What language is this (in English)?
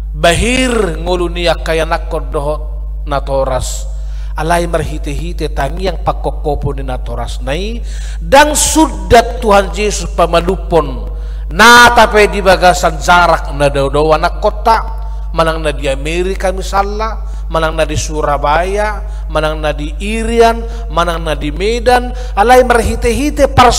Batak Toba